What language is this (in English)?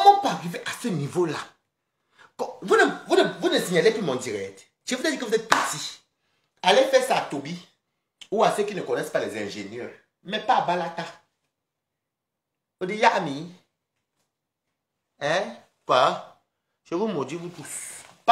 French